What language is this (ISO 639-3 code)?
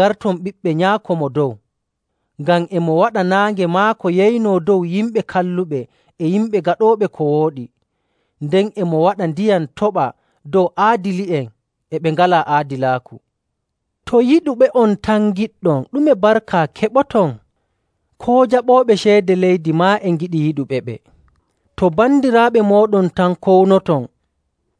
fuv